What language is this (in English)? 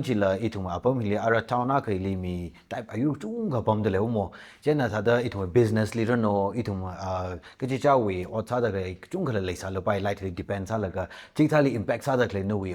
Tangkhul Naga (India)